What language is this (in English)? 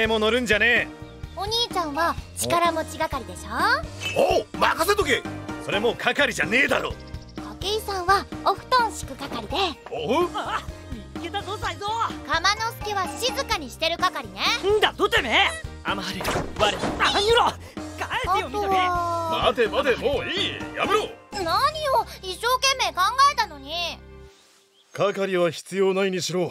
Japanese